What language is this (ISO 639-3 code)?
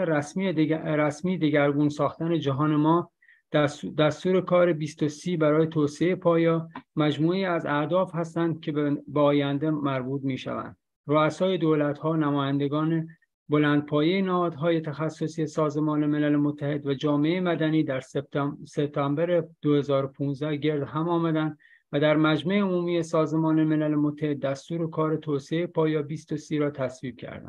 fas